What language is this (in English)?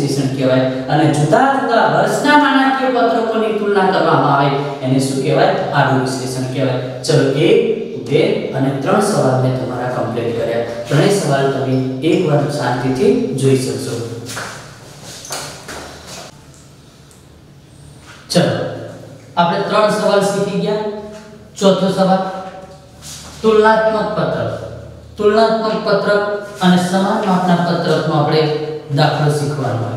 Gujarati